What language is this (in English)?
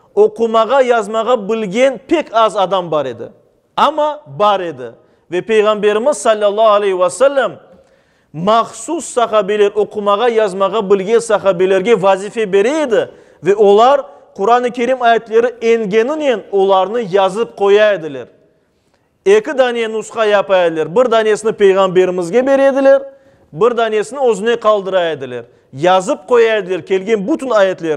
Crimean Tatar